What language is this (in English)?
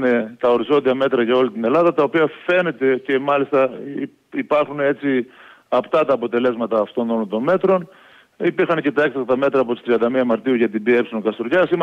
Greek